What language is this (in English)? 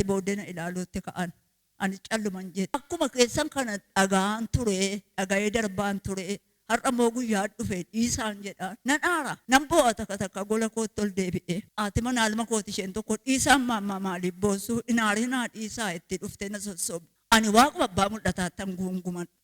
Oromo